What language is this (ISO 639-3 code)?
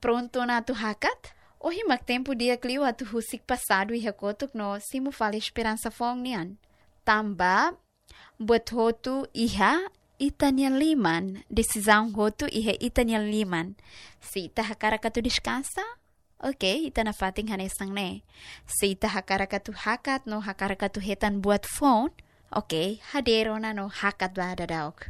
tet